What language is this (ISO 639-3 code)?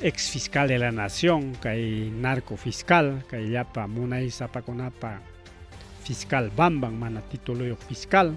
quy